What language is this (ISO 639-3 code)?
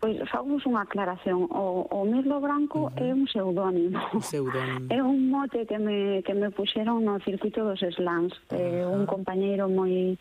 glg